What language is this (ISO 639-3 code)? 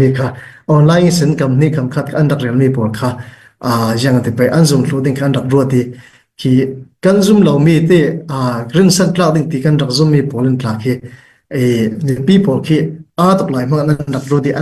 cnh